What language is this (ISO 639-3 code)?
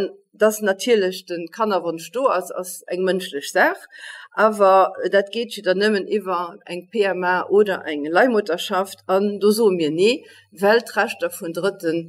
ltz